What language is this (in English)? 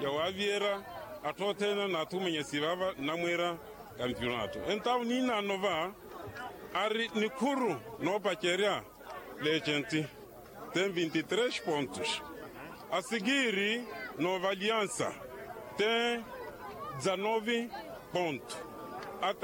Makhuwa